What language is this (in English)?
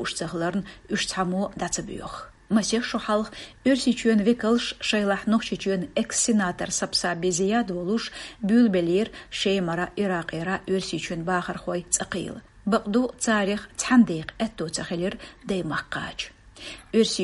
Chechen